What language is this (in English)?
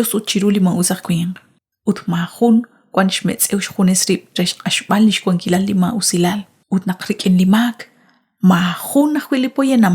Kekchí